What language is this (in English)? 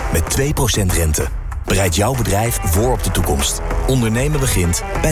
Dutch